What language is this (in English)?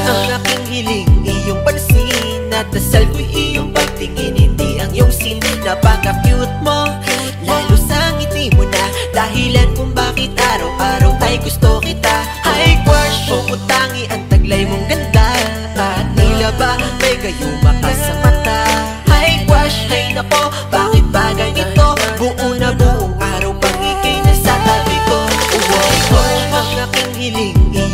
Filipino